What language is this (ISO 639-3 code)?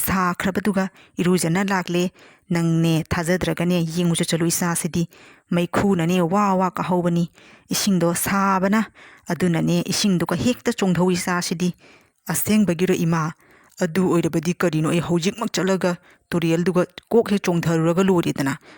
mni